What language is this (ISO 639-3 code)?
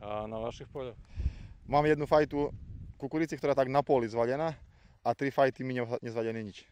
rue